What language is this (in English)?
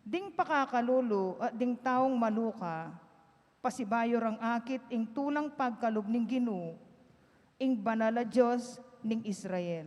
Pampanga